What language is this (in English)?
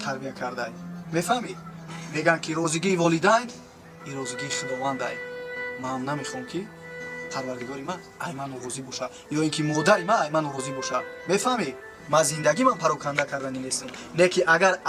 Tajik